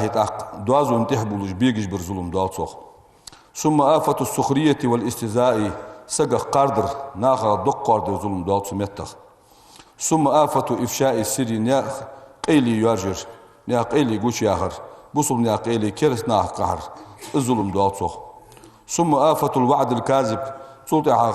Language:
Ingush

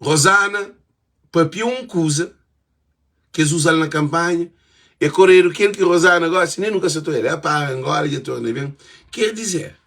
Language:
Kabuverdianu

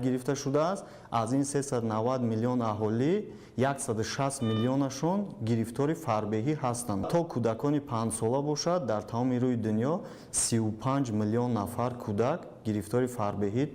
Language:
Tajik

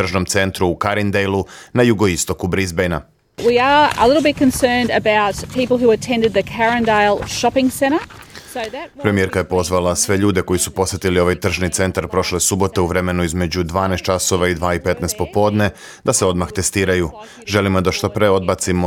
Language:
Serbian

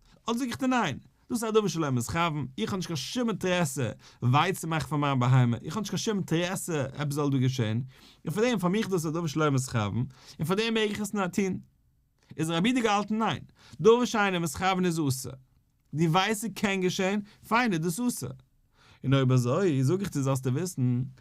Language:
Yiddish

